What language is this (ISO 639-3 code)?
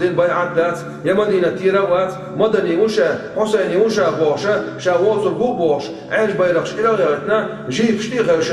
che